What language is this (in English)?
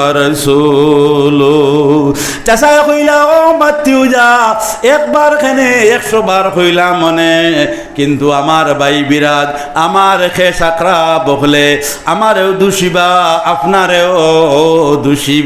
Sylheti